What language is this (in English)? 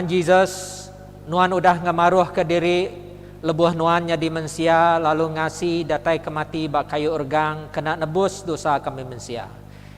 Iban